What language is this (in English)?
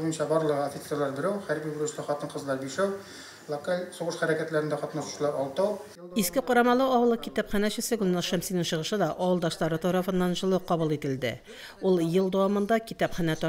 Tatar